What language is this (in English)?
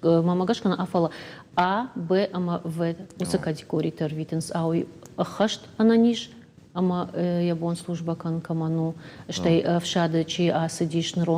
Ossetic